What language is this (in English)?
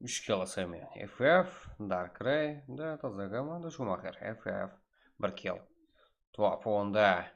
Kara-Kalpak